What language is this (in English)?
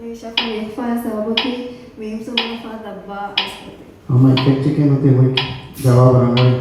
Divehi